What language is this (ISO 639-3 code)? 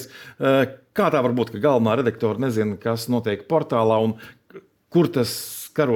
lav